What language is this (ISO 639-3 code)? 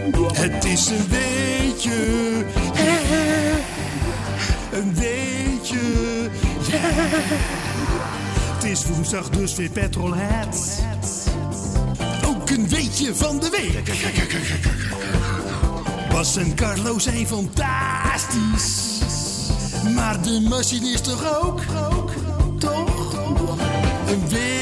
nld